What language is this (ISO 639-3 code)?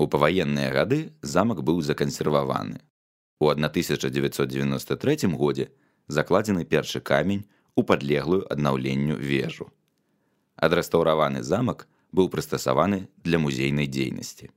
bel